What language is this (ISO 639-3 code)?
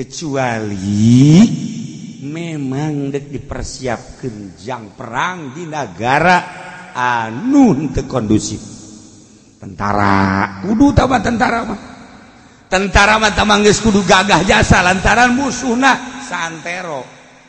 sun